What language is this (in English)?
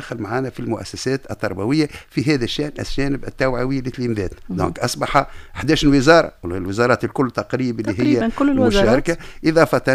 Tunisian Arabic